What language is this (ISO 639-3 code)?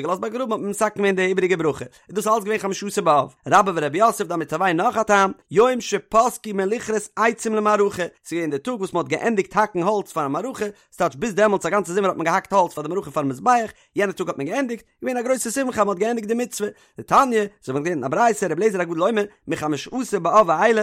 yid